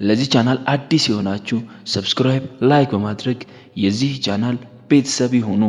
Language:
Amharic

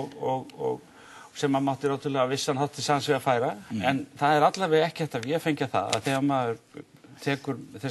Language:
Icelandic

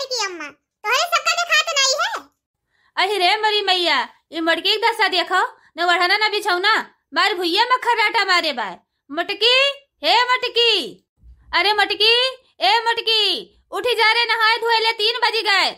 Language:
Awadhi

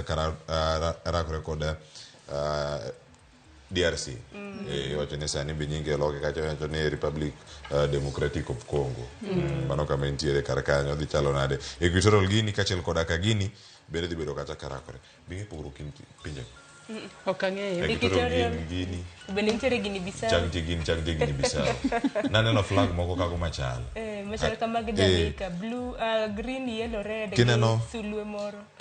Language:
Luo (Kenya and Tanzania)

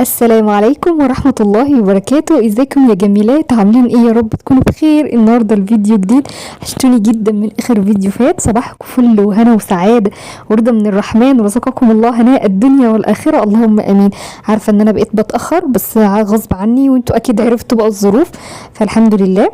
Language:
Egyptian Arabic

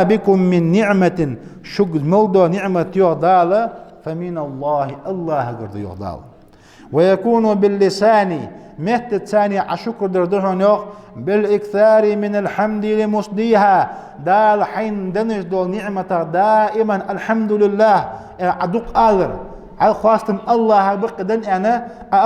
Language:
Ingush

